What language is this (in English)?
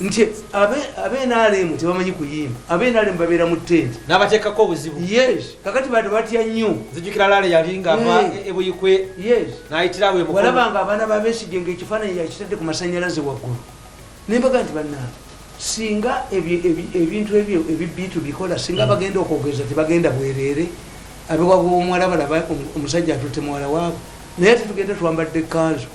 Ganda